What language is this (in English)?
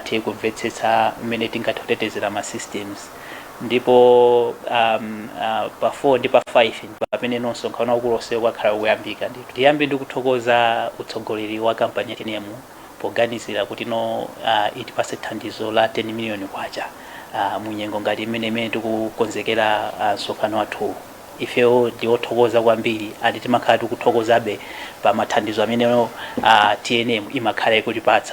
Nyanja